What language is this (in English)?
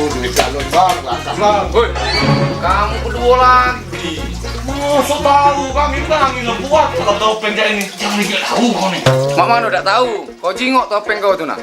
Musi